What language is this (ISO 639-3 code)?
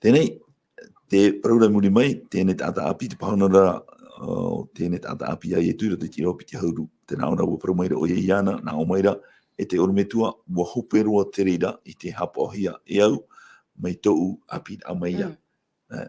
tah